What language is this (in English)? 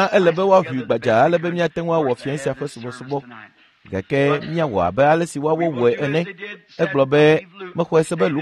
Ewe